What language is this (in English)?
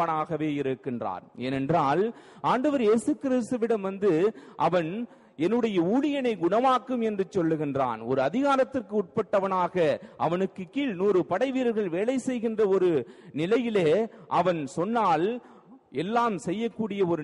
Tamil